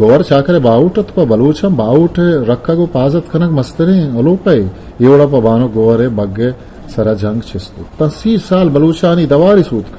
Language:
Eastern Balochi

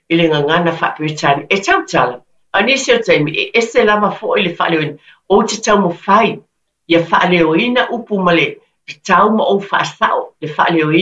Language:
Samoan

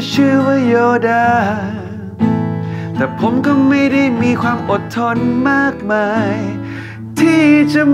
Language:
Thai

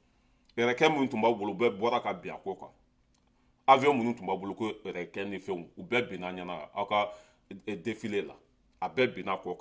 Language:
Bambara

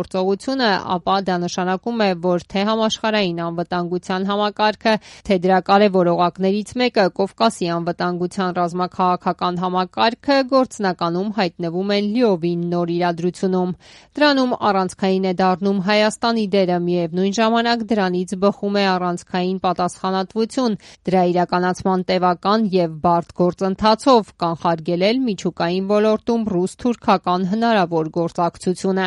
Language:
Armenian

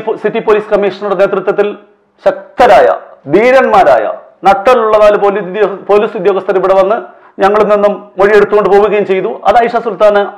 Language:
Malayalam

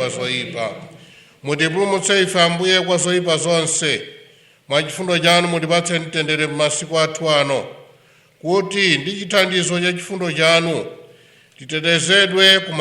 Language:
Nyanja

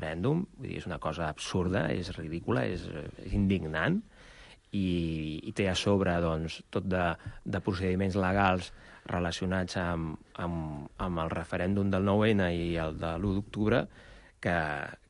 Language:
Catalan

